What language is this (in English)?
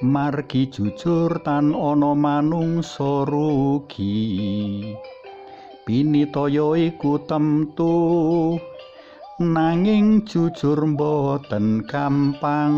Javanese